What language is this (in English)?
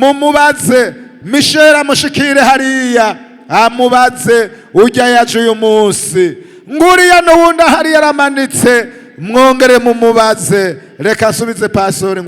Rundi